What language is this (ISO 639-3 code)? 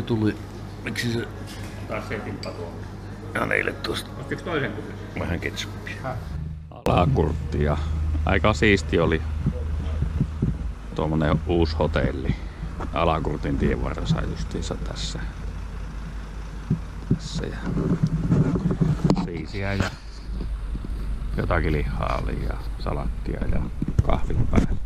fin